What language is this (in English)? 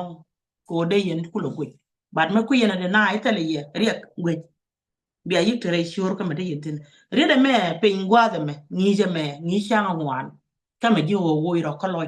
Nuer